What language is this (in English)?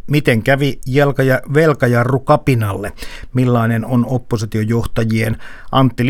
Finnish